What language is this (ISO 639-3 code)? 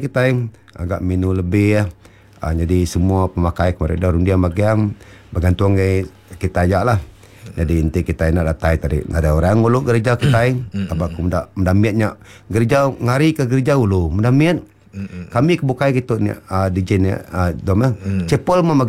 iba